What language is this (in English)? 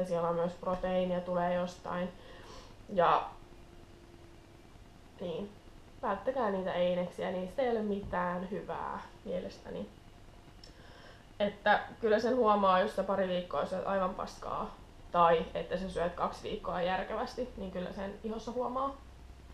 Finnish